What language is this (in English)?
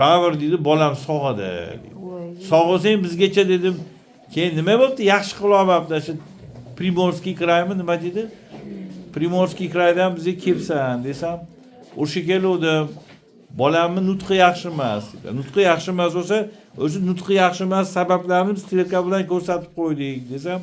Uzbek